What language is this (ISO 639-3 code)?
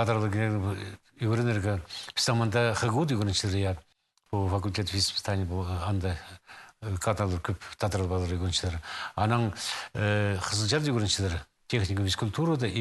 kjh